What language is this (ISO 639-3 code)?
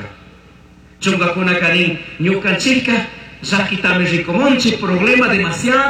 qug